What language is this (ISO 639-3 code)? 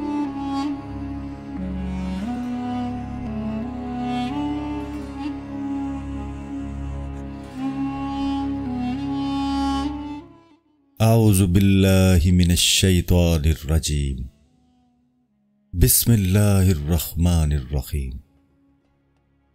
urd